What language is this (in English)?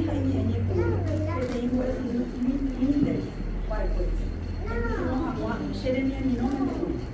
Guarani